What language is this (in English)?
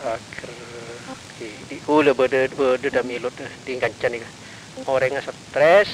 Madurese